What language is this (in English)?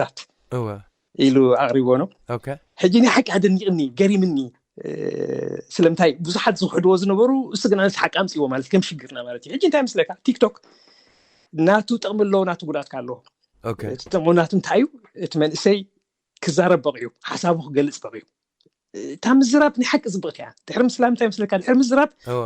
Tigrinya